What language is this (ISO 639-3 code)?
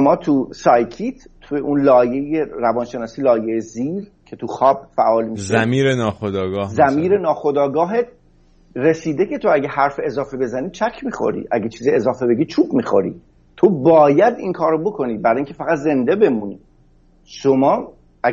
fas